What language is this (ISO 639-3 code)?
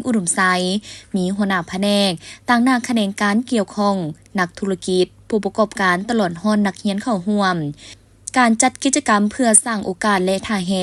lao